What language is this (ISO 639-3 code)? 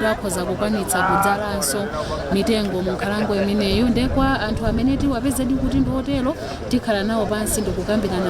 nya